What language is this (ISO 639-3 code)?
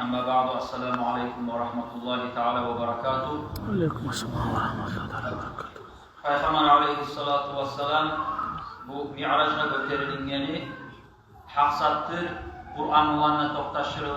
kum